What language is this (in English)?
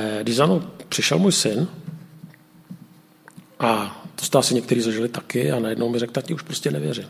Czech